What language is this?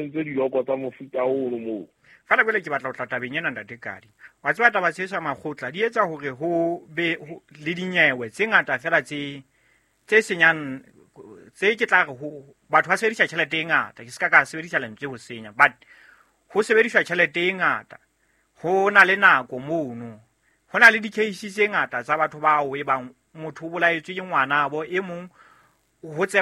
Southern Sotho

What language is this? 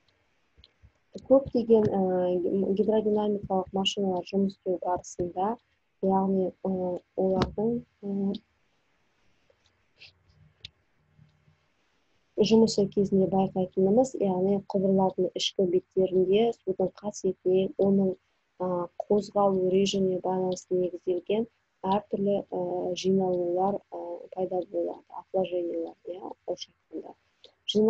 Kazakh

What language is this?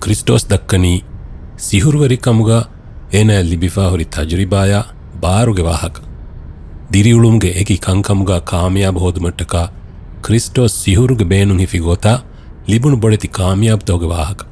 Divehi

